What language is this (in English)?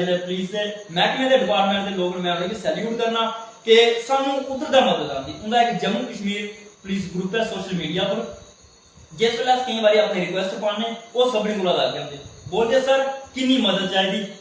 Dogri